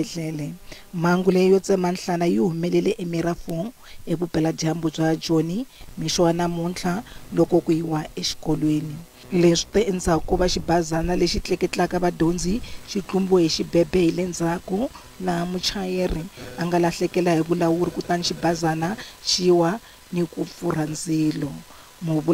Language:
Tsonga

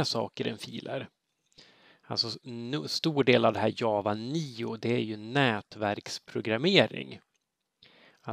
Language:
Swedish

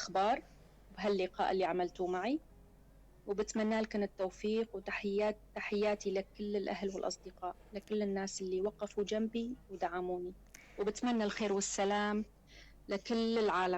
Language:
North Levantine Arabic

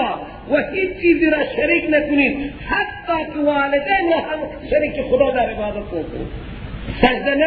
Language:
Persian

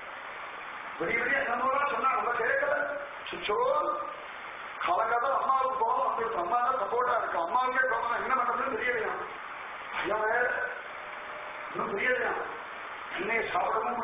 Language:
Tamil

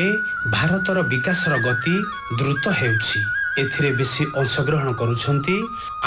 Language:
Odia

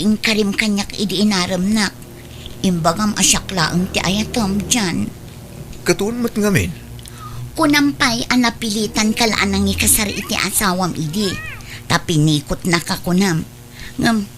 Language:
Iloko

